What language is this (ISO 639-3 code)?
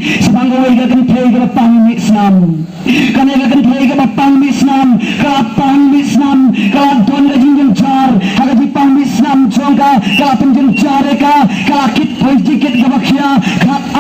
kha